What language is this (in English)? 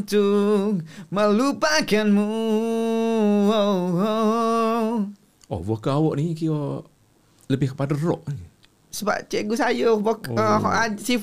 Malay